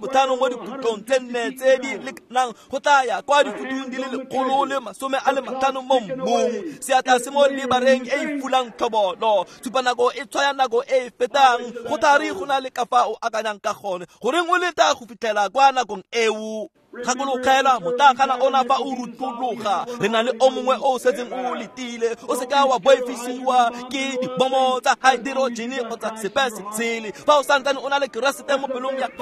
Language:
Tswana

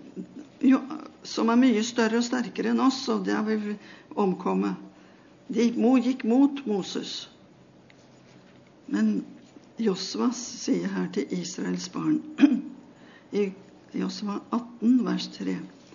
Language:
Norwegian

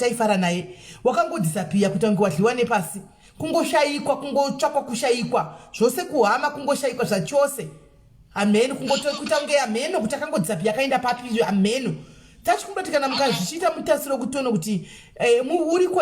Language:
Shona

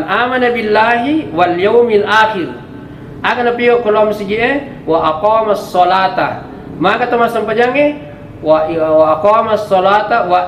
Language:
Buginese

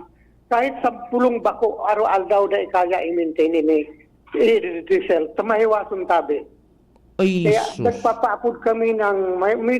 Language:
Bikol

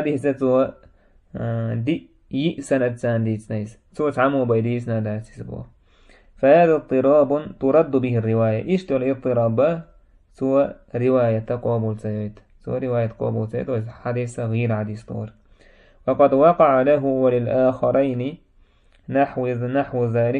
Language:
Chechen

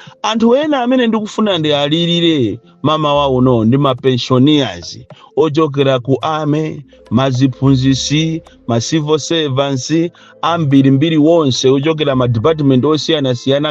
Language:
Nyanja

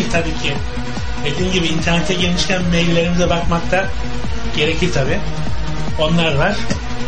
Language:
Turkish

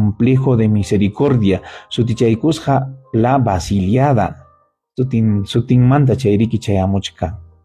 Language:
Ayacucho Quechua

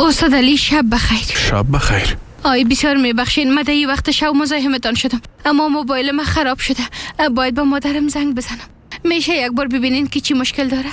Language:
Persian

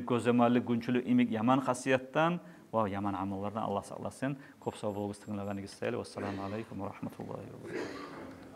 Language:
Kumyk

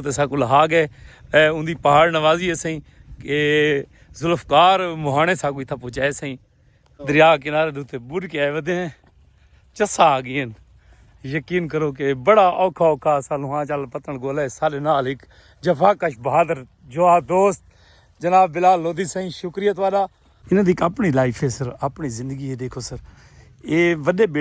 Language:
Saraiki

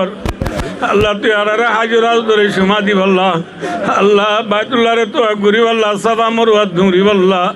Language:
Rohingya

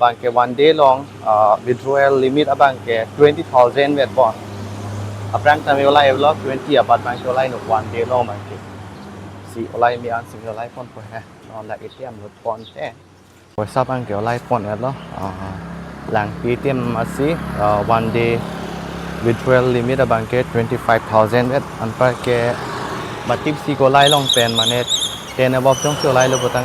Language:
Karbi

